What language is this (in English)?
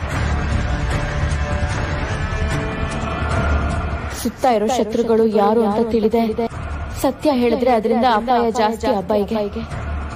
Kannada